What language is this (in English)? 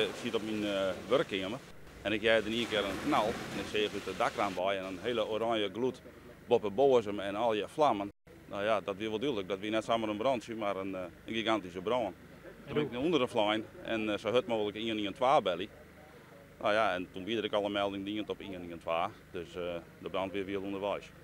Western Frisian